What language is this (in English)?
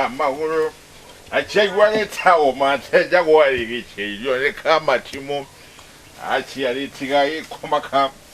Kikuyu